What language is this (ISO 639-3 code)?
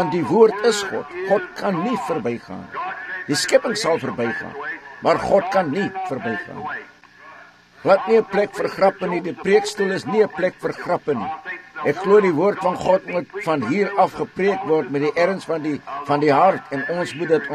afr